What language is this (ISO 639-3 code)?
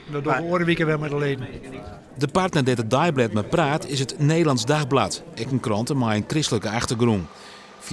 fry